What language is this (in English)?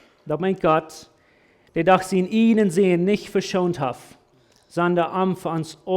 Plautdietsch